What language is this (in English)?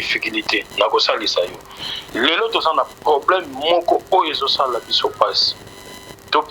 Lingala